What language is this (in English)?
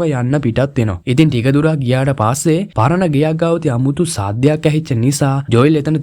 Sinhala